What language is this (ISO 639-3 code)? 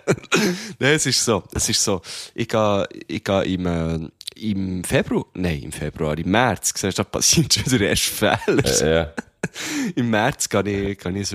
deu